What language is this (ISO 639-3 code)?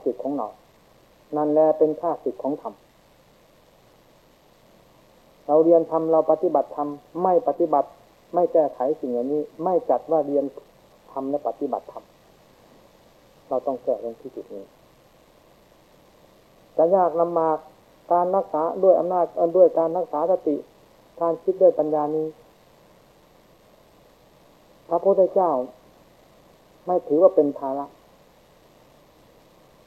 tha